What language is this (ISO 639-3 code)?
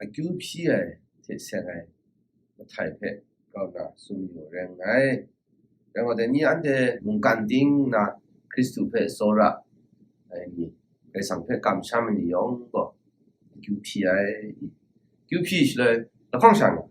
kac